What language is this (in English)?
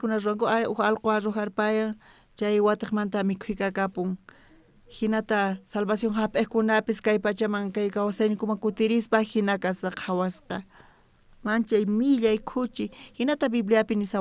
South Bolivian Quechua